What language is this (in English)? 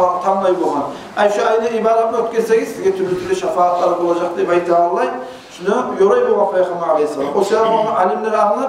Kumyk